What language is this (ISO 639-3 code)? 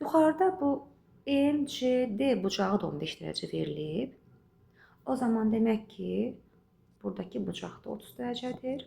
aze